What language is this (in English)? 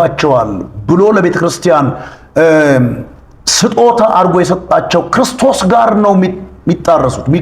Amharic